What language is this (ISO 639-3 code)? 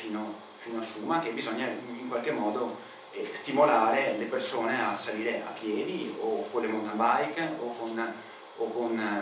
ita